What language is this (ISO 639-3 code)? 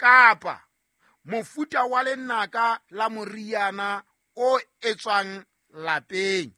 sot